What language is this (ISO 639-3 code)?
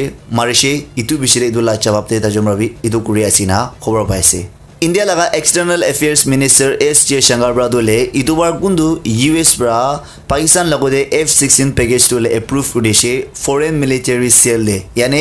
nag